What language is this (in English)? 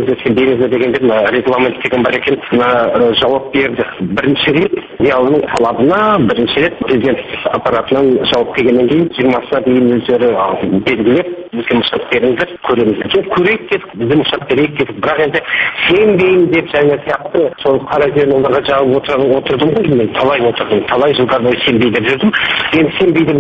Kazakh